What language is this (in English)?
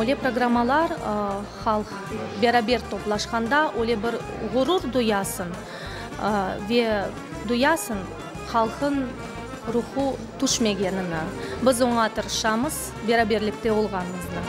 Crimean Tatar